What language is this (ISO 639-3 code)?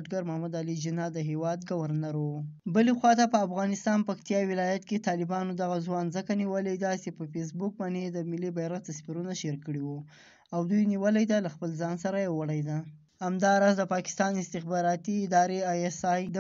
pus